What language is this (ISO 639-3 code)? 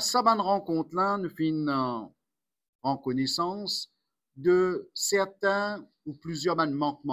mfe